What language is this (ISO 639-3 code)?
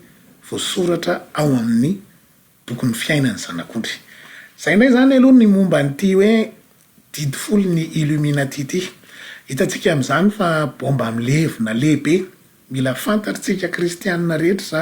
mlg